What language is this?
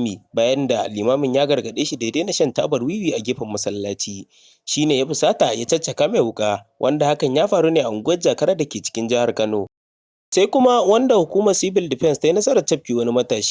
Hausa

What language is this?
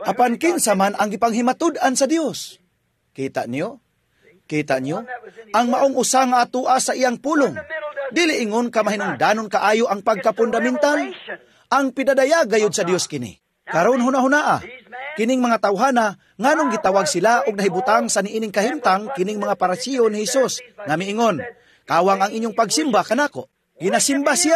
Cebuano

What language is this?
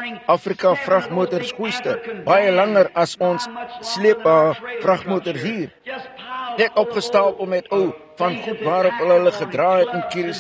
Afrikaans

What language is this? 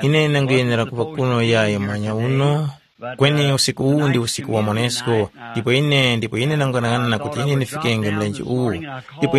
Tumbuka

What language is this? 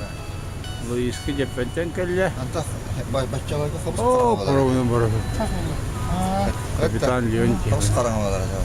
Yakut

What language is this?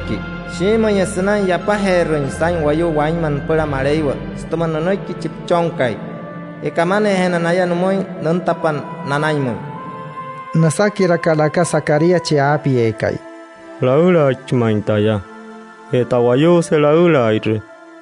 Wayuu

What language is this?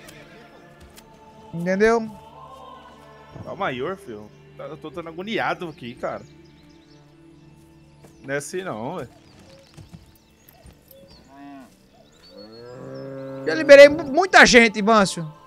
Portuguese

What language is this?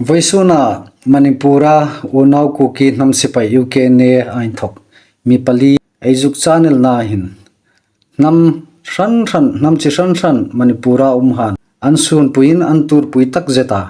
Hmar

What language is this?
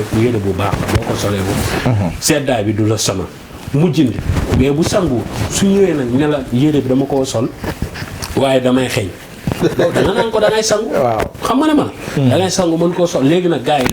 Wolof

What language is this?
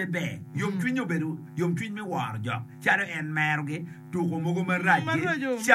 Acoli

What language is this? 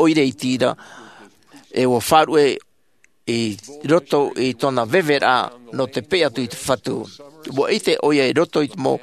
Tahitian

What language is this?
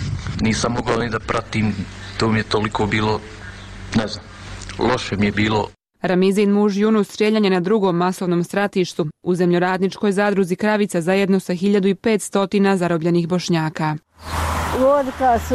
Bosnian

